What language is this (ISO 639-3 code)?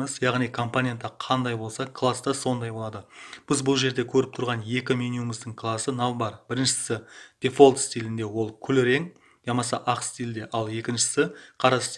kaa